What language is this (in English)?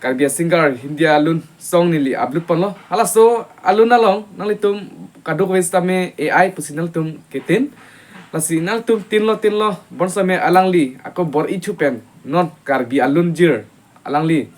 Karbi